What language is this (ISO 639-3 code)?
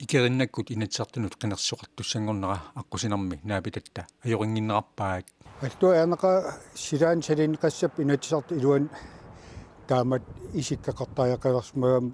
kal